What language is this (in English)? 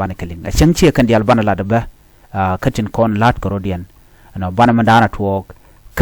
Nuer